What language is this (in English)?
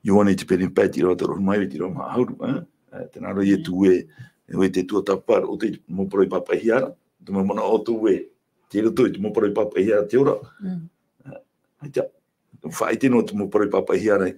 Tahitian